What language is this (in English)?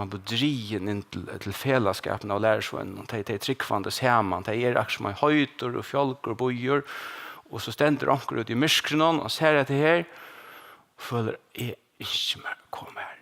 Faroese